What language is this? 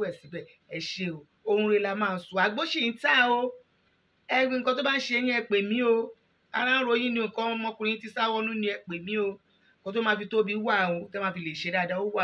Yoruba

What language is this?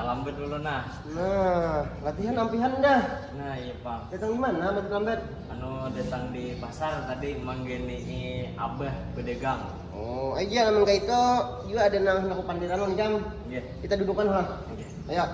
Banjar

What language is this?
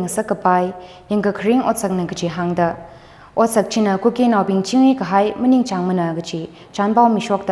Tangkhul Naga (India)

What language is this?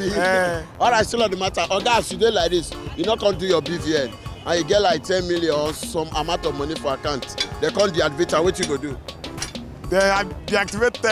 Nigerian Pidgin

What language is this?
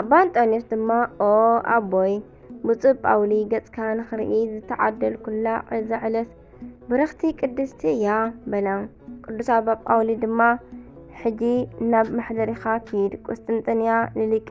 Tigrinya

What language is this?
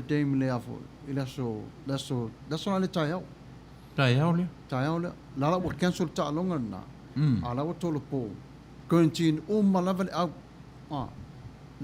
Samoan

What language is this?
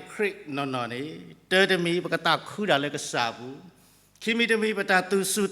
S'gaw Karen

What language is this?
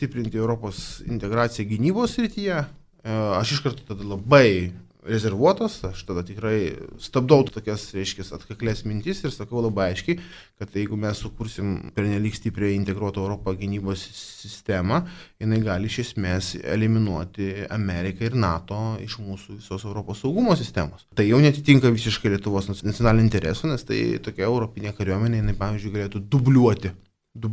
Lithuanian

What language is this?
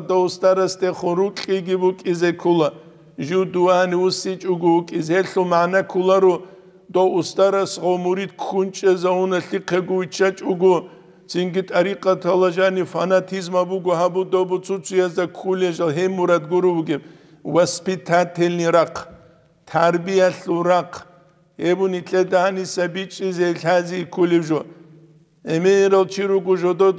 Avaric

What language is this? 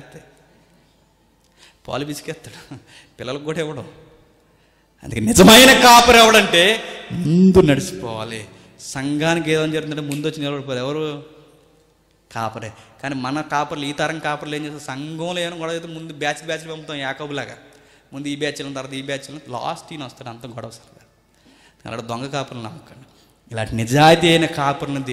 Telugu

